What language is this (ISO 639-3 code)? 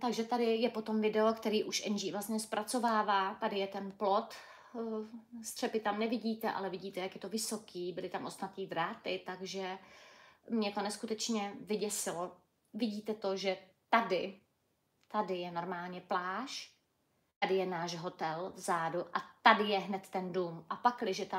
ces